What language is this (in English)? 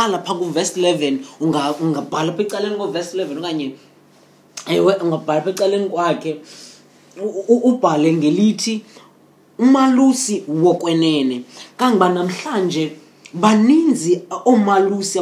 Xhosa